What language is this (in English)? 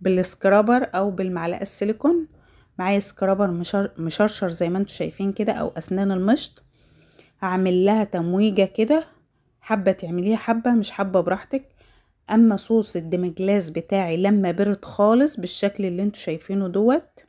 Egyptian Arabic